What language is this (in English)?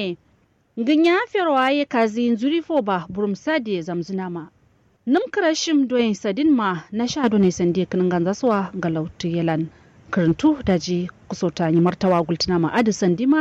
Kanuri